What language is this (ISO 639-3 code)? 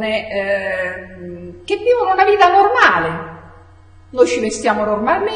ita